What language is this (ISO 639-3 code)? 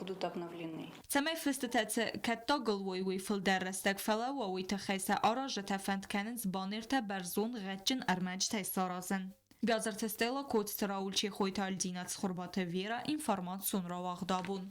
oss